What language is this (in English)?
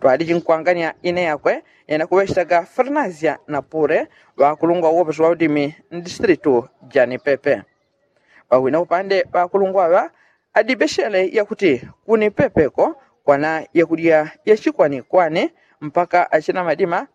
Yao